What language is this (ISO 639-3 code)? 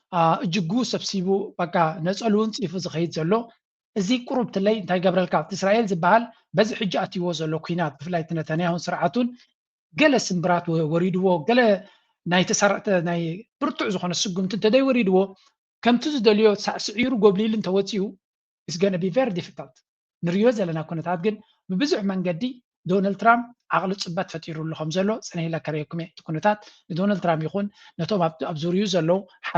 tir